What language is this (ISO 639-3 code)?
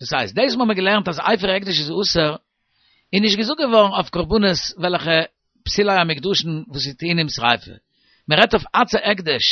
yid